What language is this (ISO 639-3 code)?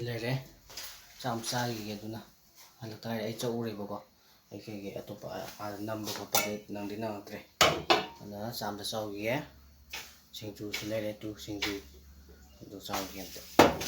mni